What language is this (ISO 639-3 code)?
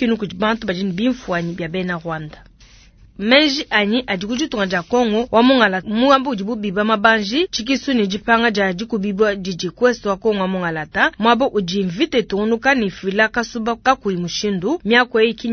lua